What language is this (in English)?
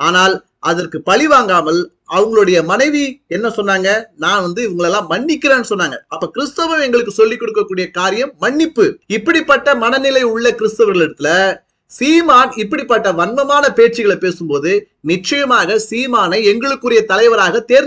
Tamil